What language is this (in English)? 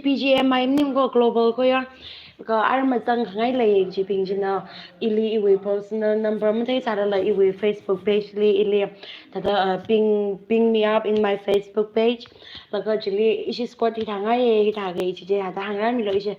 Tangkhul Naga (India)